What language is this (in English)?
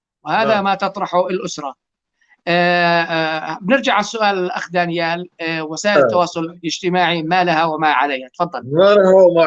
North Levantine Arabic